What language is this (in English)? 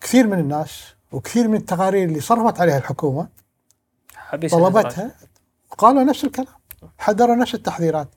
Gulf Arabic